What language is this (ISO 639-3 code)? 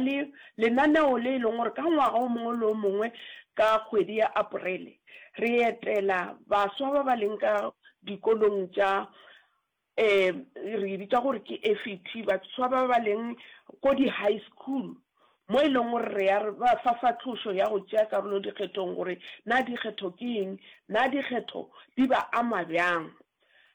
nso